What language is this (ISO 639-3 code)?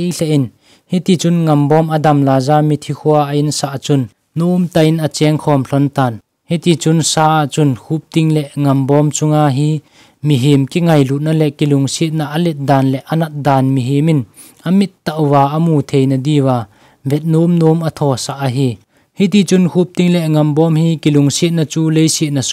tcz